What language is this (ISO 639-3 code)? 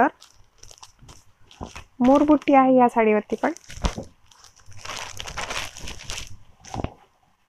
mar